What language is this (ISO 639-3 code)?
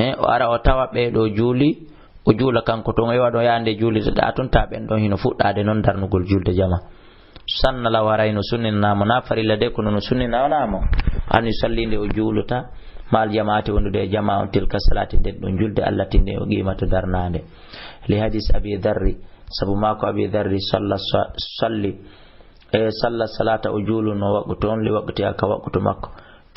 ful